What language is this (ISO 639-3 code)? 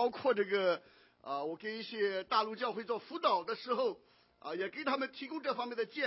zho